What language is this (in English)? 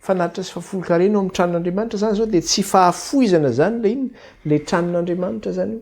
Malagasy